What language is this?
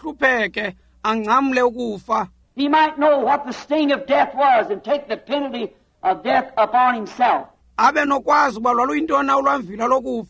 Xhosa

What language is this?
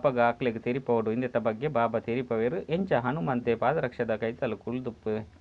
Tulu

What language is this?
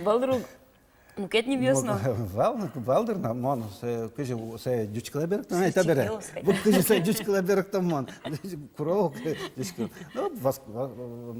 Udmurt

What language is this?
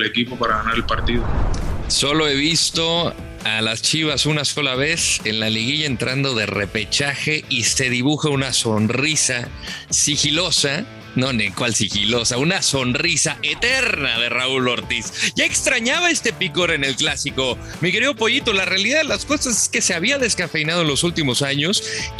Spanish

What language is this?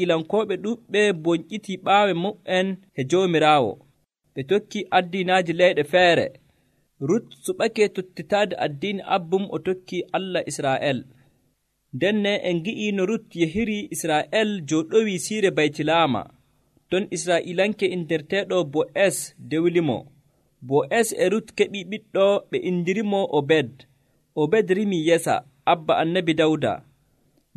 Nigerian Fulfulde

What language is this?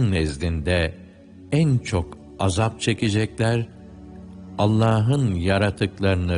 Turkish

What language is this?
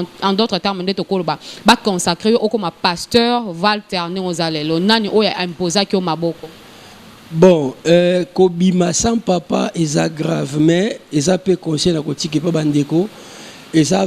Lingala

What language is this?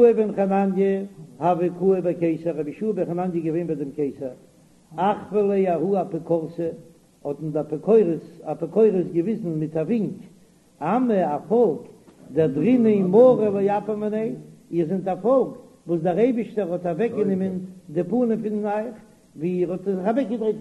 Yiddish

